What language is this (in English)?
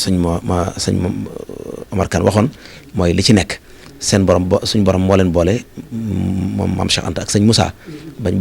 Wolof